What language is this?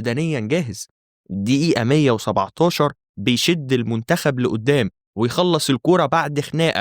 Egyptian Arabic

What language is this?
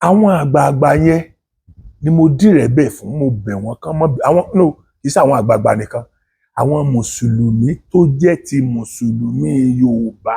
Yoruba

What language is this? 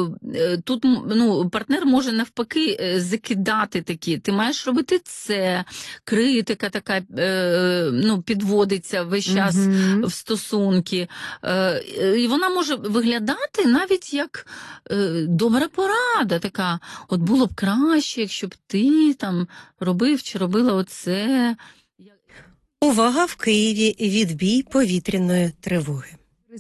Ukrainian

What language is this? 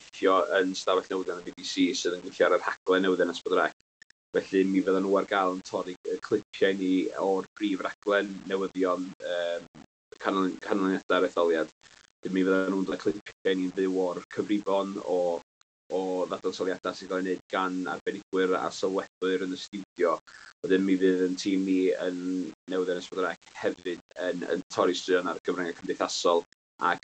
Welsh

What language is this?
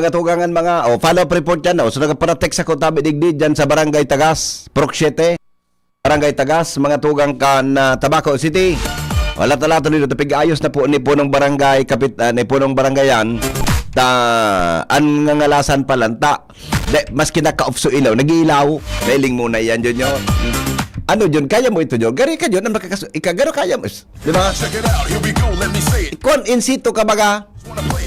Bikol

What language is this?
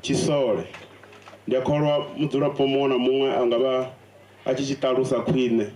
Venda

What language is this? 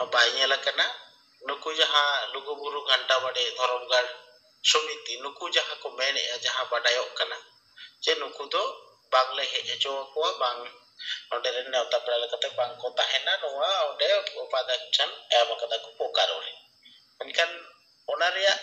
Santali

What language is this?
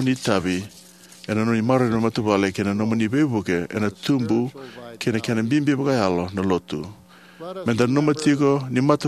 Fijian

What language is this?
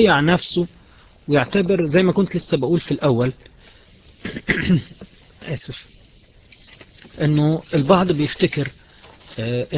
Egyptian Arabic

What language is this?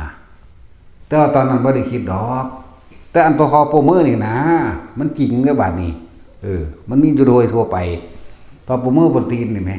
Northeastern Thai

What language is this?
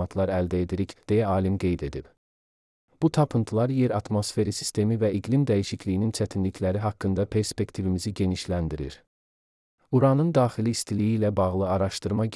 Azerbaijani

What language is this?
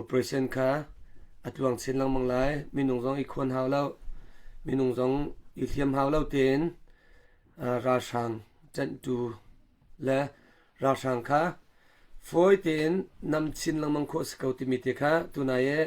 Hakha Chin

